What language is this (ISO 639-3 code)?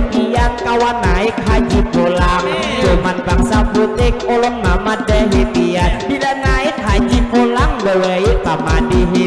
bjn